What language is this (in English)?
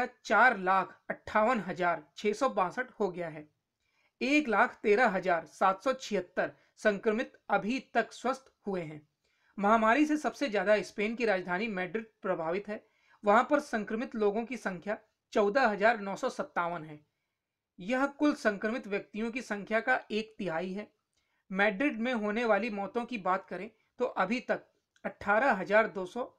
Hindi